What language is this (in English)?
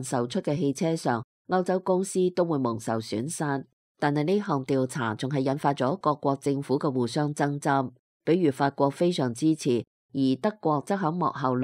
Cantonese